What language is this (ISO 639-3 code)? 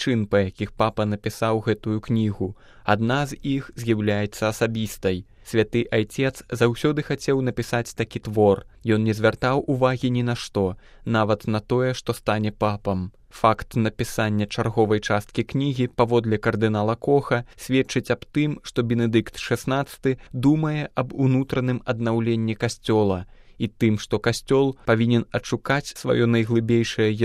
bel